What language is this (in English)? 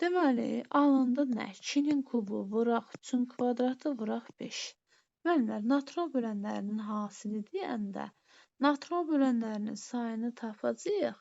Azerbaijani